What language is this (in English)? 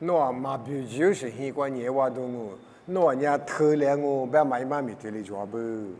Lisu